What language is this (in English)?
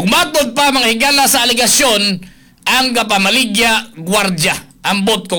Cebuano